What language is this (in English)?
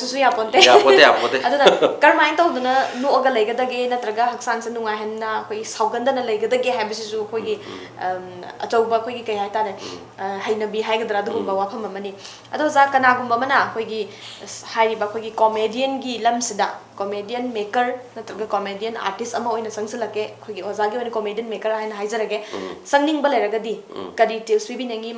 Manipuri